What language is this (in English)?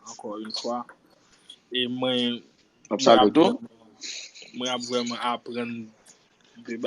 Haitian Creole